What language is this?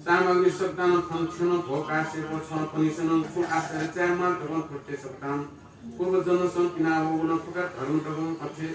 Newari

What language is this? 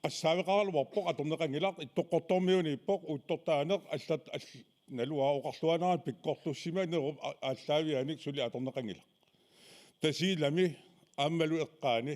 Kalaallisut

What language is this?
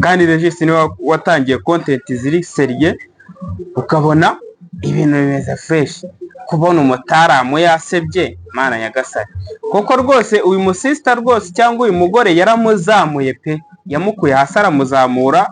Kinyarwanda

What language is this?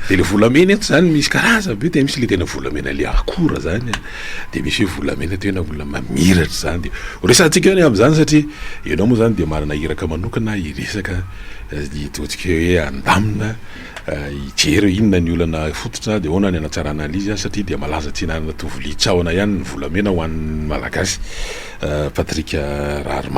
Malagasy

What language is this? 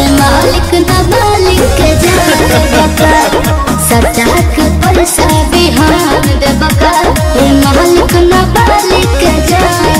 Bhojpuri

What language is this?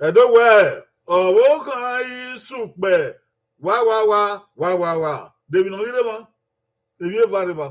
Bini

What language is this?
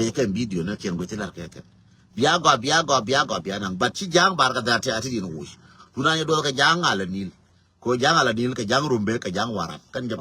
Nuer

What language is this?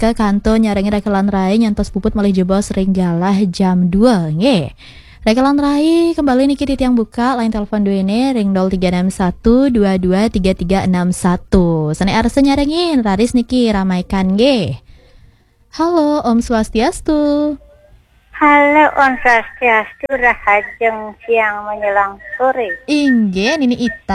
Balinese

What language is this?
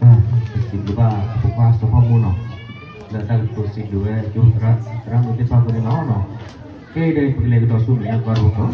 S'gaw Karen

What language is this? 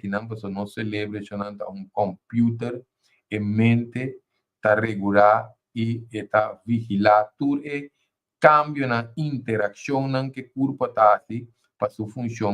Papiamento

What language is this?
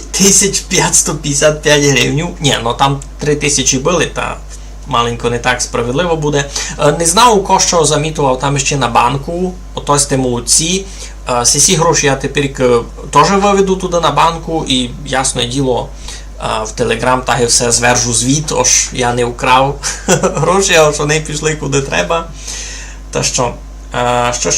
Rusyn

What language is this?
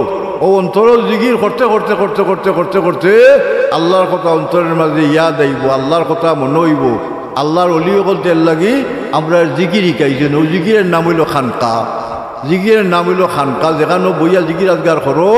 Sylheti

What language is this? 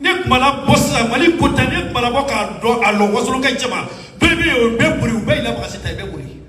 Bambara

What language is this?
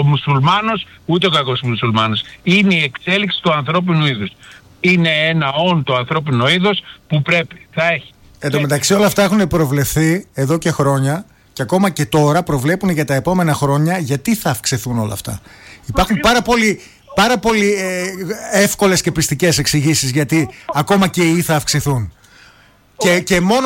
Greek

